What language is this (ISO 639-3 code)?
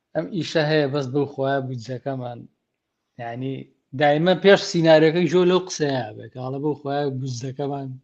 ckb